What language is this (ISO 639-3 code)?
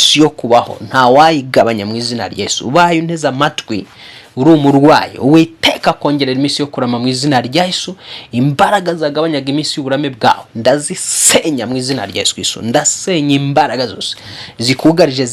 kin